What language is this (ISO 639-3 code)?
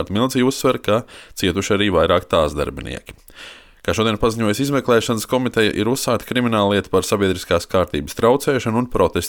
lav